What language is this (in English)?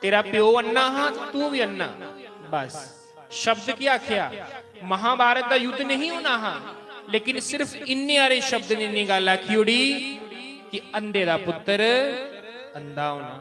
Dogri